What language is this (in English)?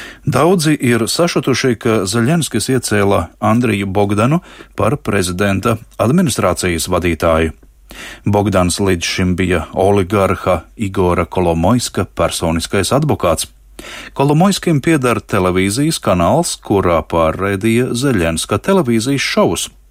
Latvian